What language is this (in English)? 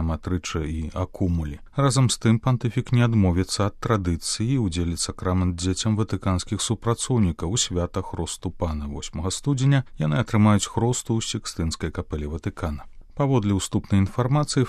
Belarusian